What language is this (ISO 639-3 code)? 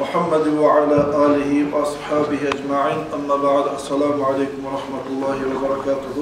kum